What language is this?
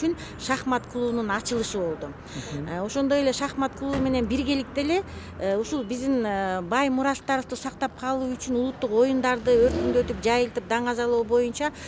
Kyrgyz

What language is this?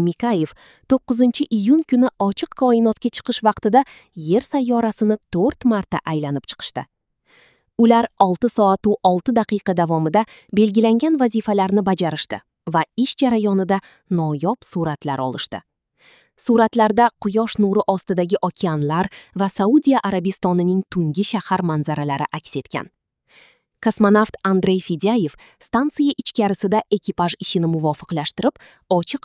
Uzbek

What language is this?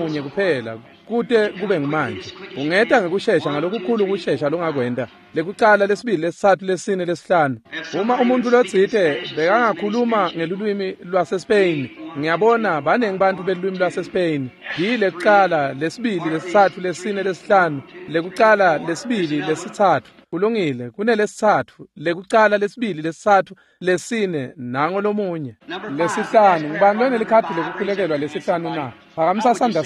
Swati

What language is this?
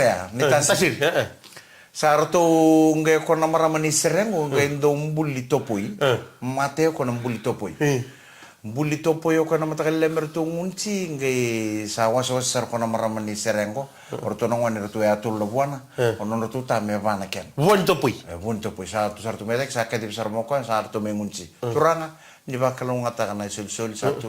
Fijian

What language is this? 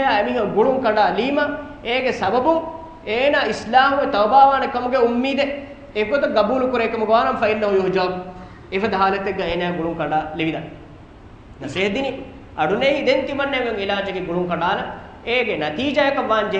Divehi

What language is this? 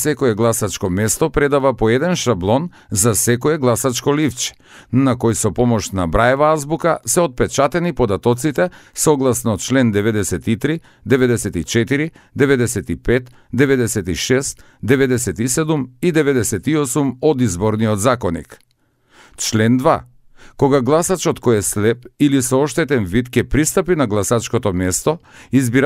Macedonian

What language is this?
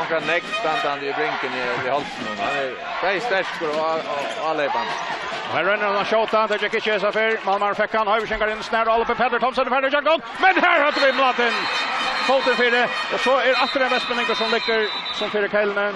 Faroese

